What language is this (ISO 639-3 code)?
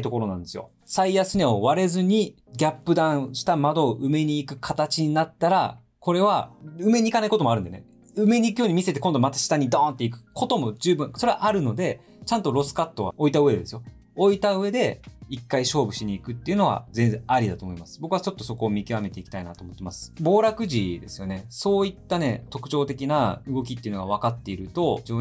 jpn